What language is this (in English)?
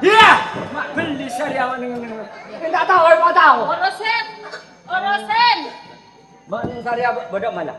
Madurese